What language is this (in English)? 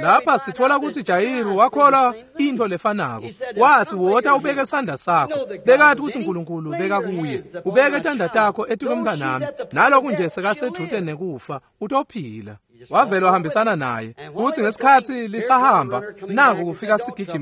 Swati